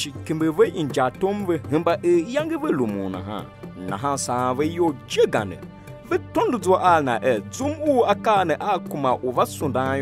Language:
Tiv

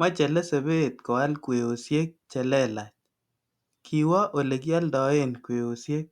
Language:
Kalenjin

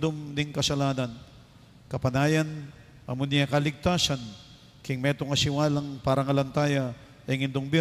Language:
Pampanga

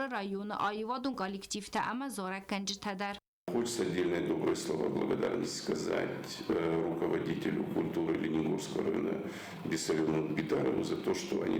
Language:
Ossetic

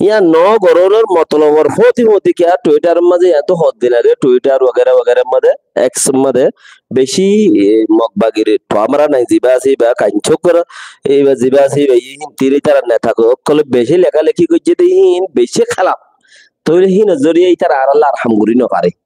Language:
Rohingya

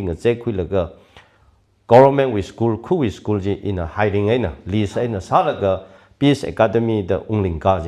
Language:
Tangkhul Naga (India)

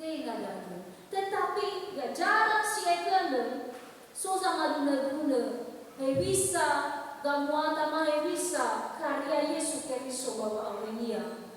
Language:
Nias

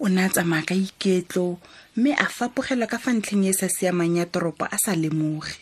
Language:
Tswana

